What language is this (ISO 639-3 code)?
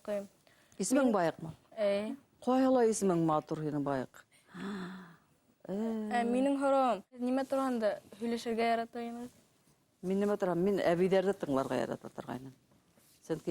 bak